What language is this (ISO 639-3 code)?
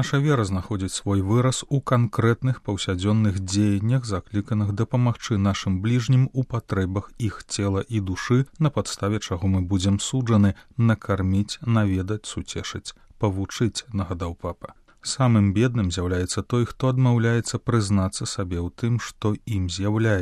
bel